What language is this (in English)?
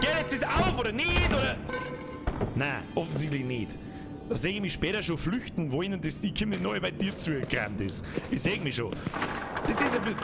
Bavarian